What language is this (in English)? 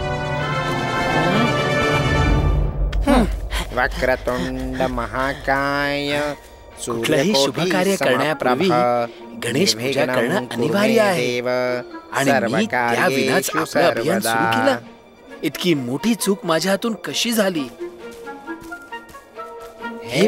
Marathi